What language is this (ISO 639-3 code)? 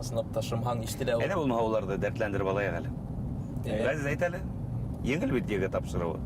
bak